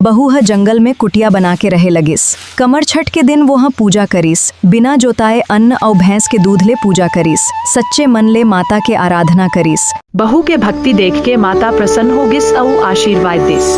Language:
Chhattisgarhi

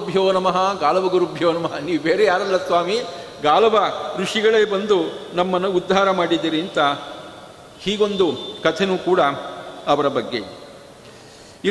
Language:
Kannada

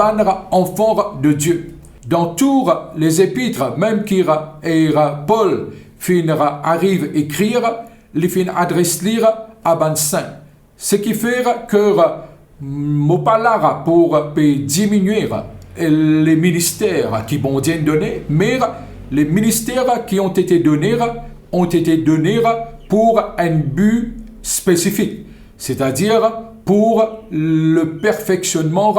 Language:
Morisyen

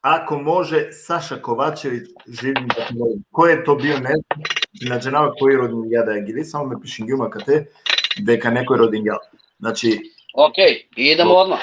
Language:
Balkan Romani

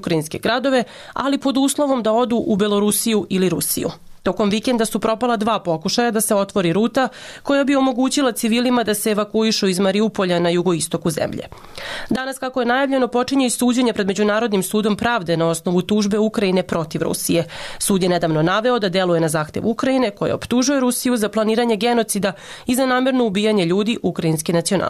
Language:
Serbian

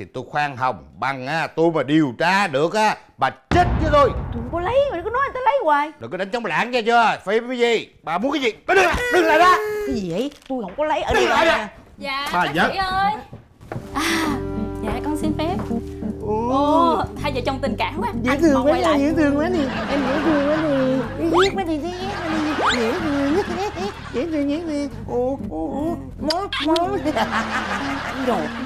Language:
Vietnamese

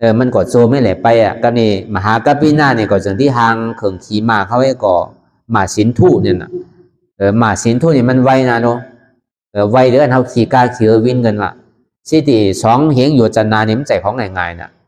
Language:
Shan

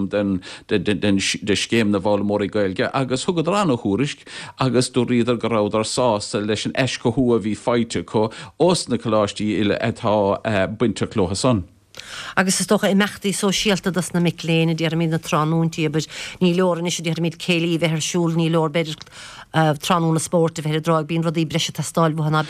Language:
Irish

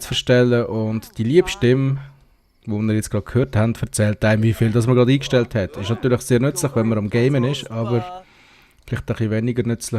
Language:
Swiss German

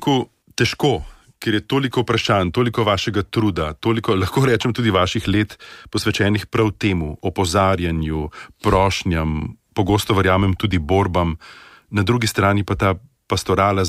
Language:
Slovenian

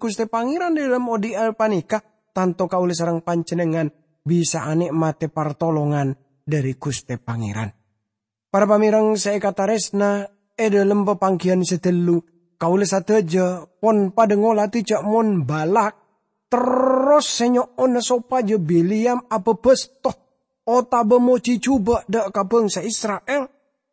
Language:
Madurese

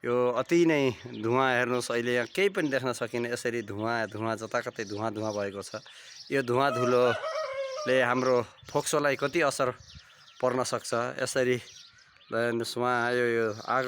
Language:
Nepali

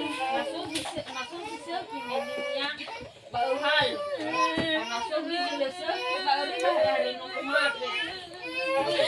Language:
Nias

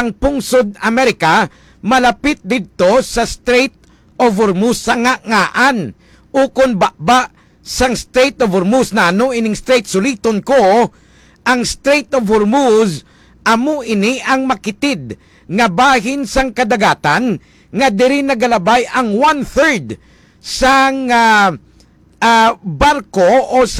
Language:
Hiligaynon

